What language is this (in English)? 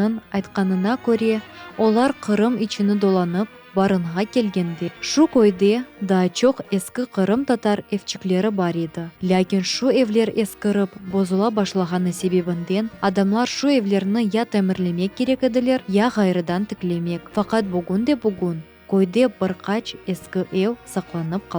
Crimean Tatar